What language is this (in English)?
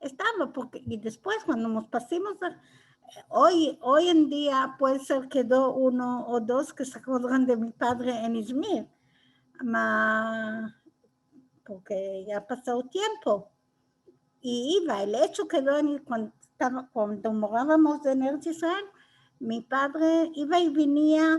Ladino